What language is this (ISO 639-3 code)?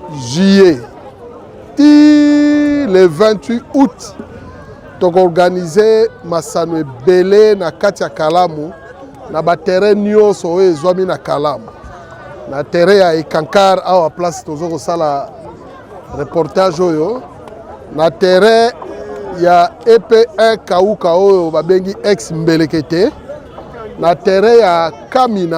lin